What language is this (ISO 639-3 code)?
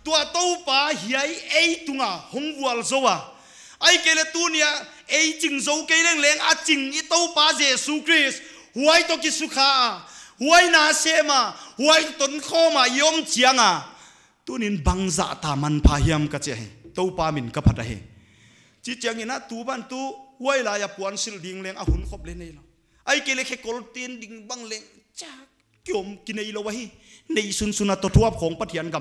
pck